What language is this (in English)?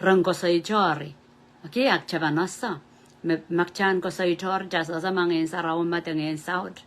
Pohnpeian